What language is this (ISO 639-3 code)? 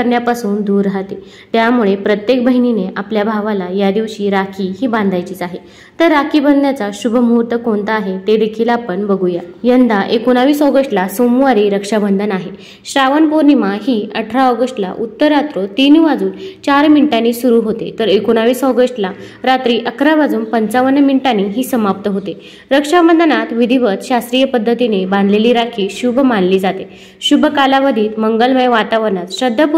mar